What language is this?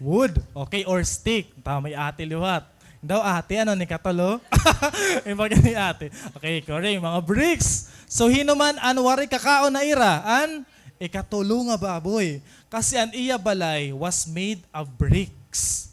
Waray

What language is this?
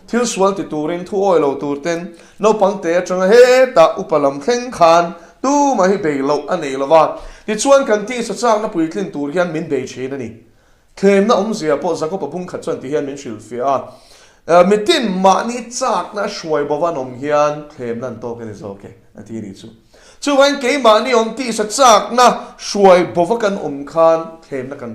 Mizo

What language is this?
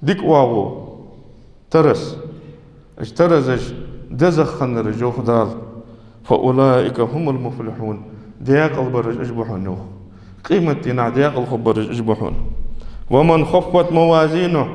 Ingush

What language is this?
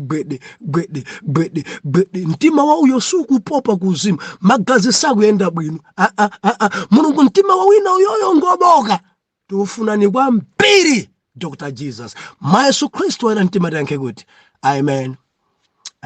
Nyanja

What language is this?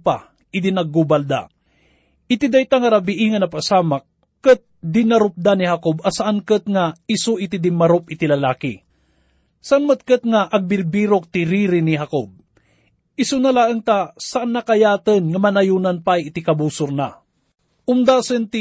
Iloko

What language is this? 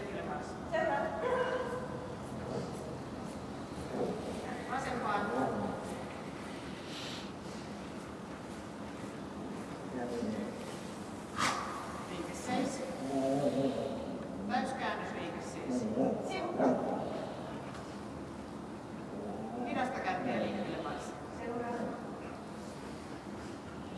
Finnish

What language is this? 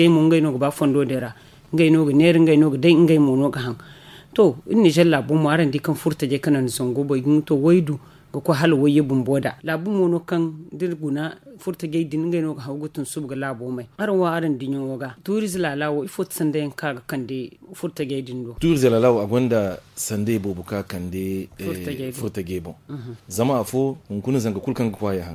Zarma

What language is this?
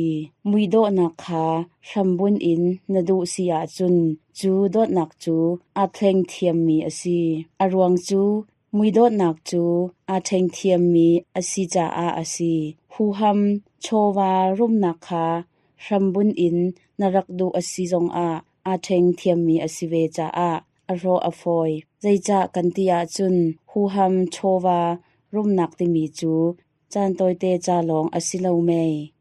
Hakha Chin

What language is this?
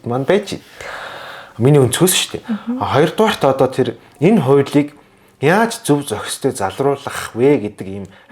Mongolian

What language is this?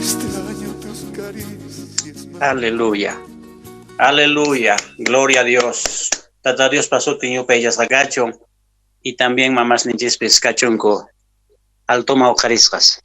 Quechua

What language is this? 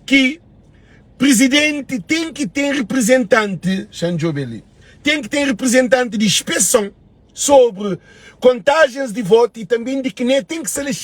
Kabuverdianu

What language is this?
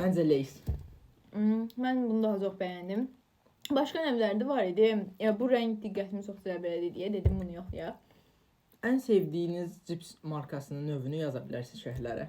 Azerbaijani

